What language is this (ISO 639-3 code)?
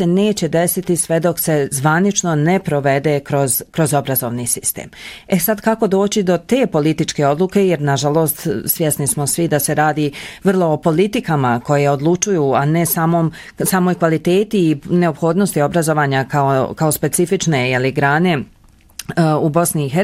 bos